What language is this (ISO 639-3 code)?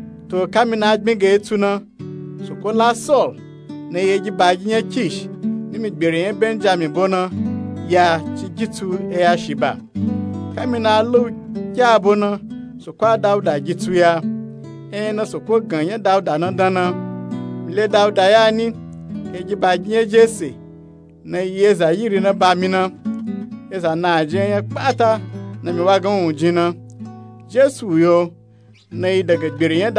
nup